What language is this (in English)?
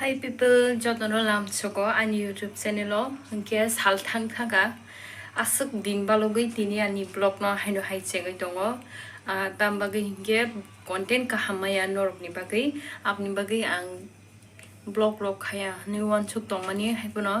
Kok Borok